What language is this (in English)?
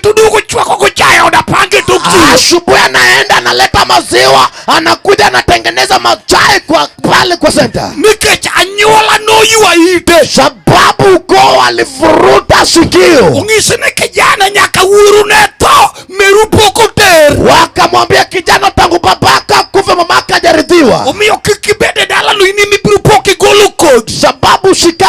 Luo (Kenya and Tanzania)